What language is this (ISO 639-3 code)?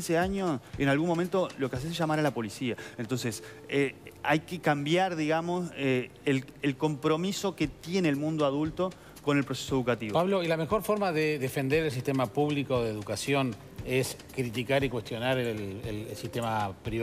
spa